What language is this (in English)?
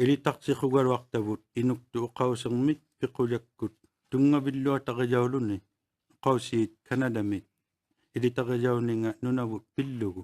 Inuktitut